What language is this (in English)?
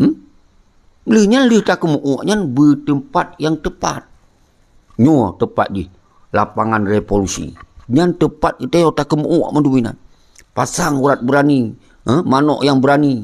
Achinese